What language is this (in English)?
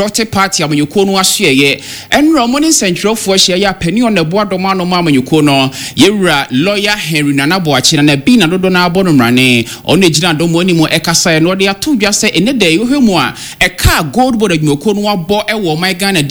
Akan